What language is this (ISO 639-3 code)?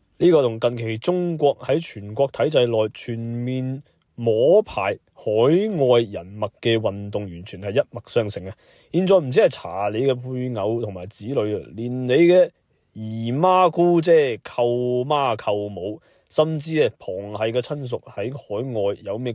yue